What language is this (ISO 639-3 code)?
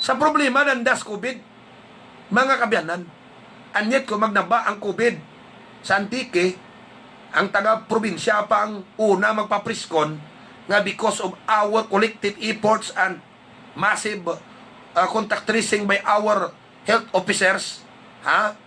hil